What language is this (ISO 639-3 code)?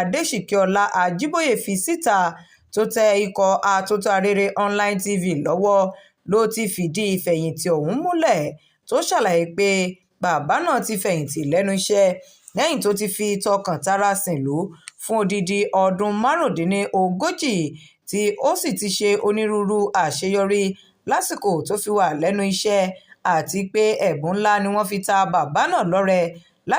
yor